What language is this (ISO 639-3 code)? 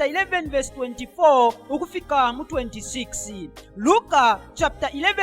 bem